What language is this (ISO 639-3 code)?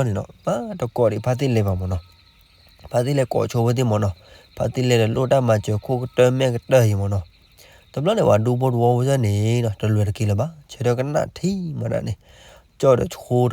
ksw